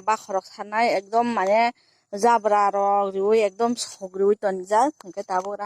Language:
Kok Borok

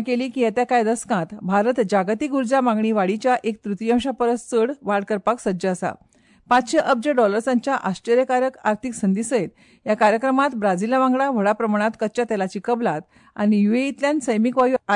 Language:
Konkani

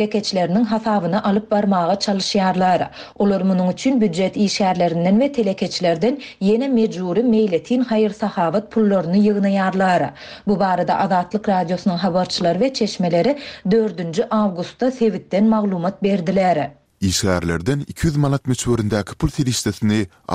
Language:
Turkmen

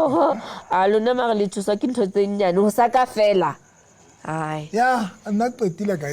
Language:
Southern Sotho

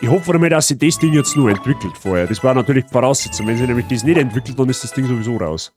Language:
Bavarian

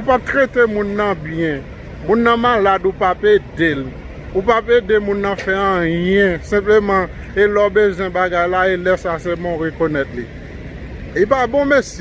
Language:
Haitian Creole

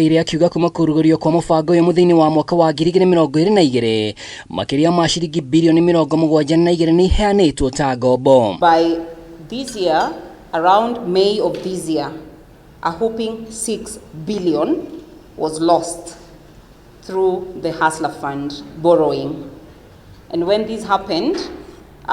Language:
Kikuyu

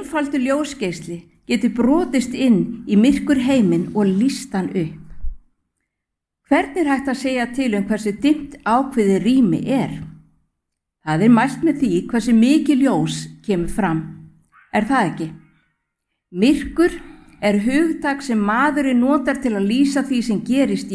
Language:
Icelandic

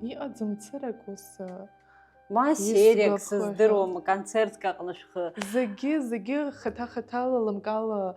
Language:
Abkhazian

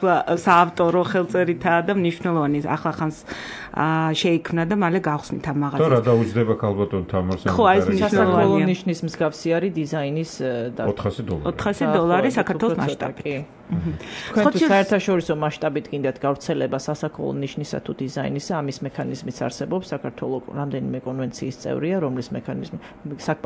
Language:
Georgian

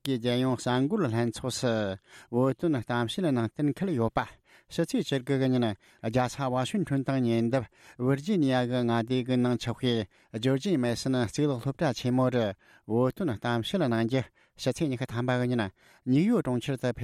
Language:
Tibetan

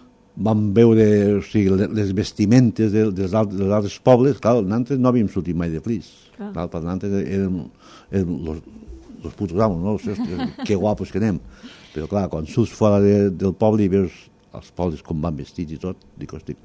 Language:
Catalan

